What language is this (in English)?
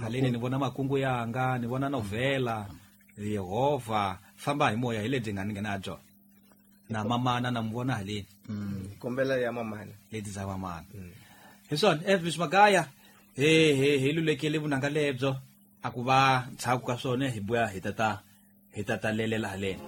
Tsonga